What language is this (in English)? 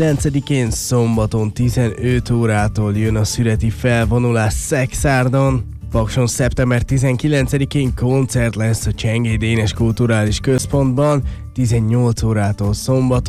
Hungarian